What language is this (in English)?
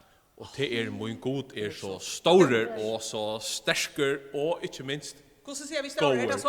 Faroese